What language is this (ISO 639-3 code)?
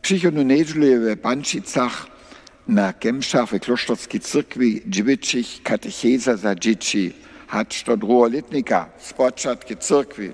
hsb